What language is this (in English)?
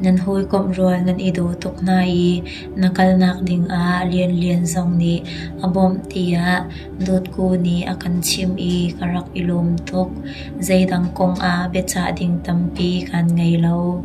Hakha Chin